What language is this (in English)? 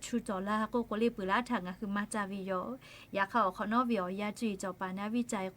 Lahu